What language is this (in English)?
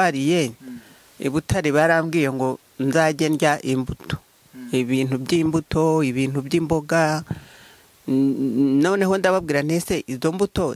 Kinyarwanda